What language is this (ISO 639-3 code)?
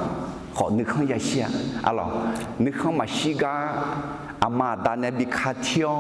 ahk